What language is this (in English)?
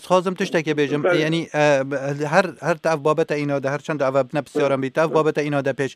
Kurdish